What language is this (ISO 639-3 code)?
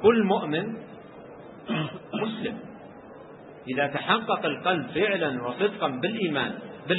ara